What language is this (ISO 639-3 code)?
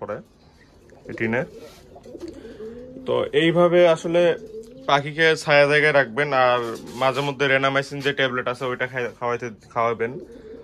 ben